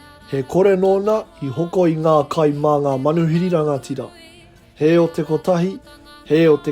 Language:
Māori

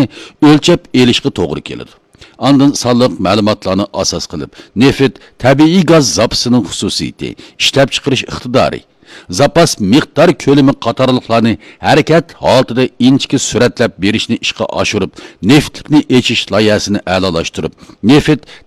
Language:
Uyghur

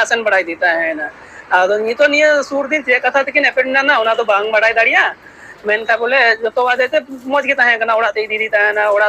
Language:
Santali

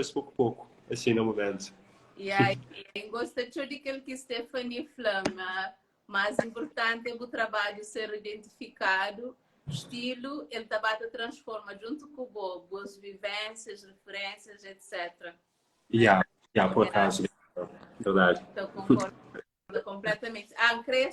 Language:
Kabuverdianu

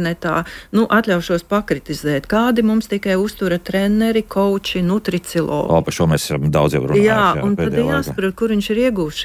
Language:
Latvian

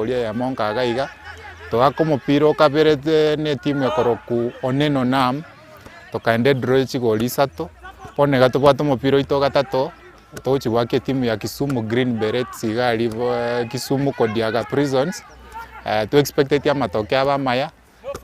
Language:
Gusii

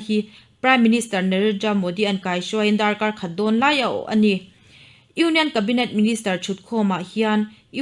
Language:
Mizo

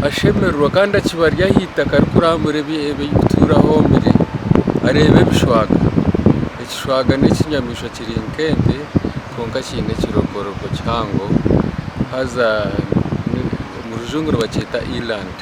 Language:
Nyankole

